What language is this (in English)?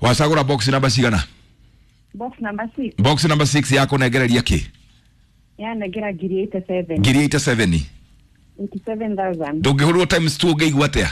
Kikuyu